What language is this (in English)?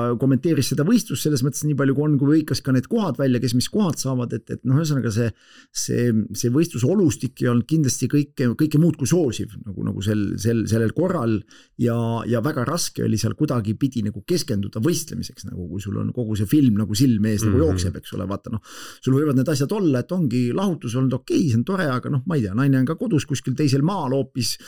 Estonian